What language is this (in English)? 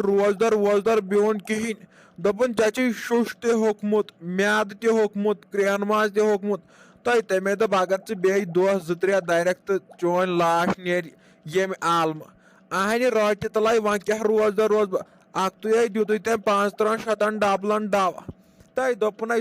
Kashmiri